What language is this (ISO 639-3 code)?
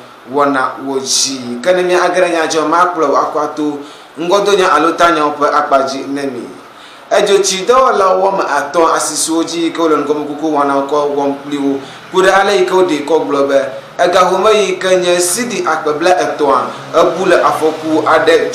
ewe